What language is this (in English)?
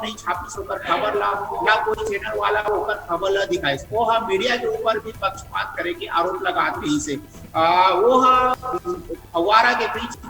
Chhattisgarhi